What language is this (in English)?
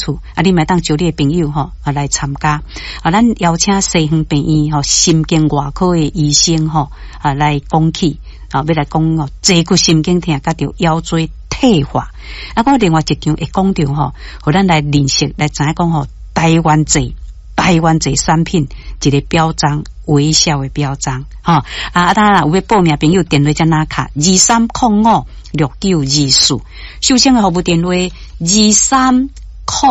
Min Nan Chinese